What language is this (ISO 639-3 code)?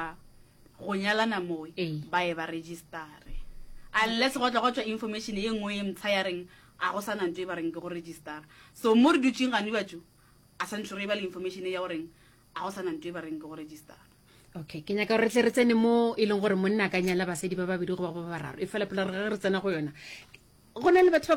nso